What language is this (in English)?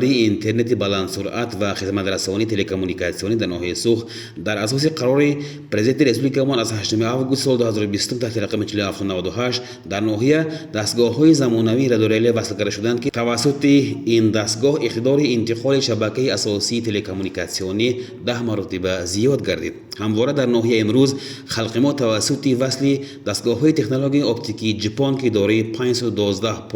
Tajik